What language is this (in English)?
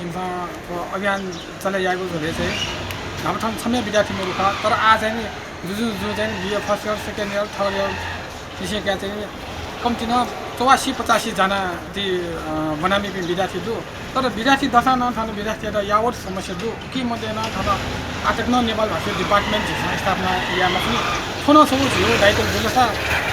Newari